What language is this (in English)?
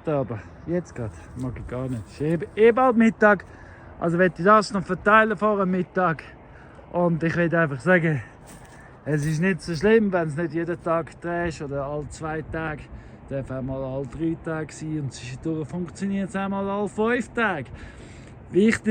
Swiss German